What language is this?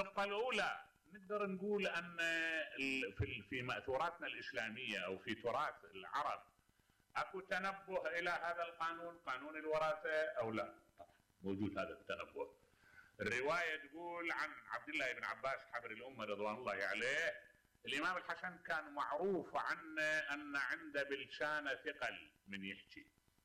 Mesopotamian Arabic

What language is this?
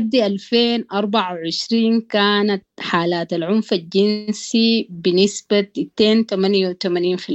Sudanese Arabic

